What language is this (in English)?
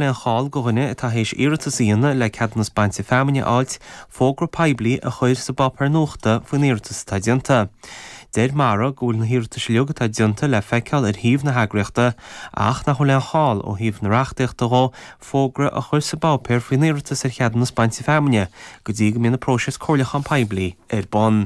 Irish